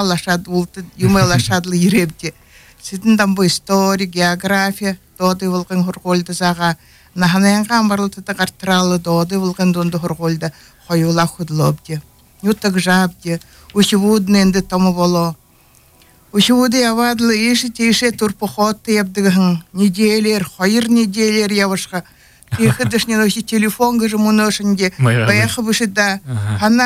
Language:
Buriat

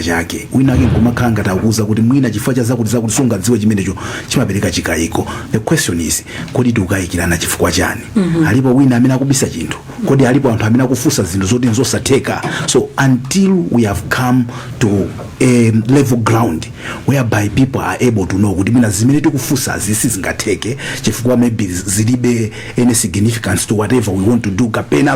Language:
Nyanja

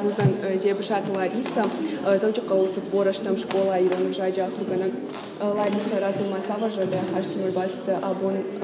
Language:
Ossetic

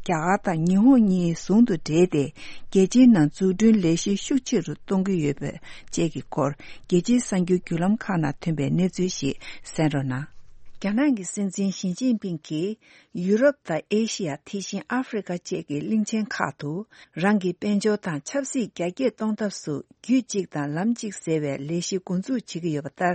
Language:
Tibetan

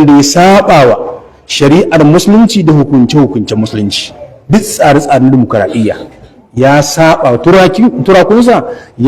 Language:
Hausa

